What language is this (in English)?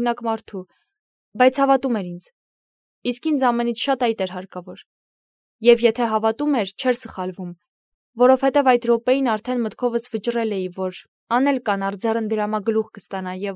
Armenian